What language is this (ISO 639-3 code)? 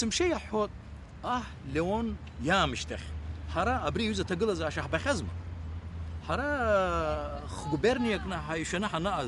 abk